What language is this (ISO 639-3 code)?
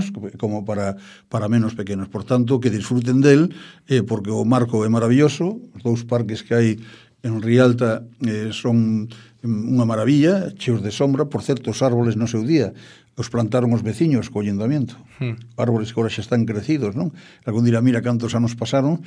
glg